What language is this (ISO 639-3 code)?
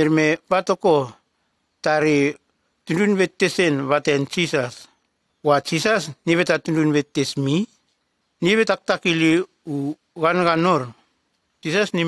tgs